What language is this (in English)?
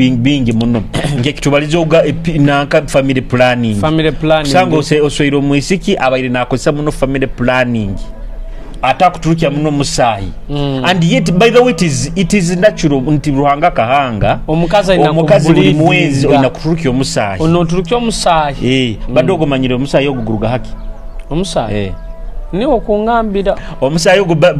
Nyoro